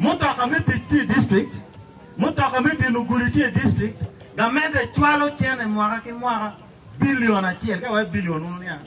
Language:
Acoli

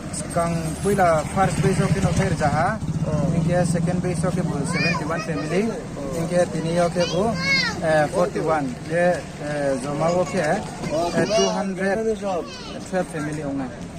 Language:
Riang (India)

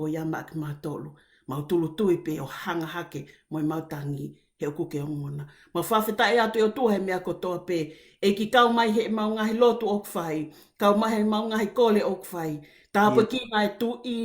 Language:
Tongan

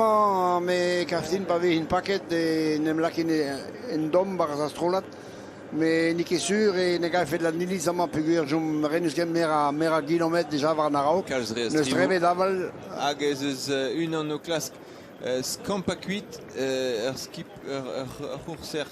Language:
Breton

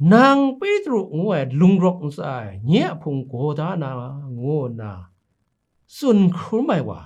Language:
Kachin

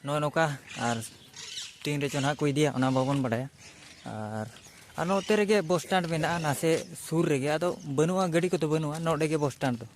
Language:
Santali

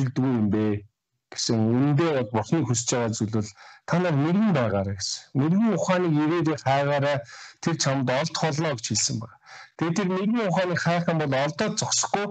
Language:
Mongolian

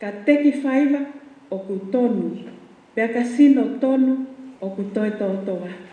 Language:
Tongan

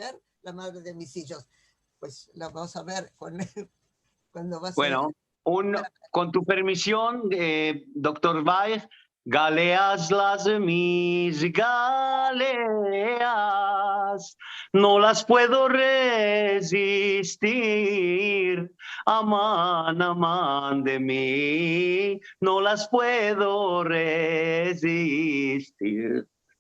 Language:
Ladino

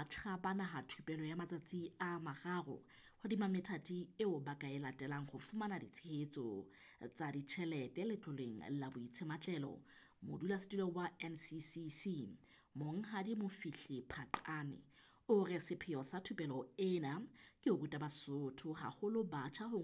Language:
Southern Sotho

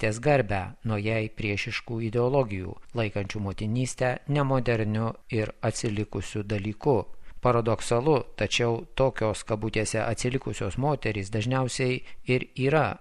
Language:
Lithuanian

